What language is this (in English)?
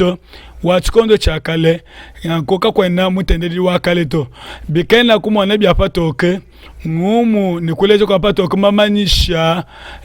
Luba-Lulua